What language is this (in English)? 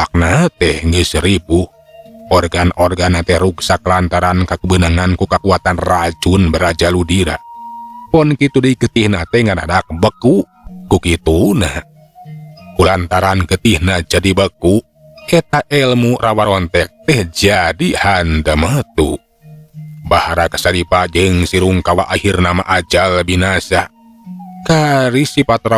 Sundanese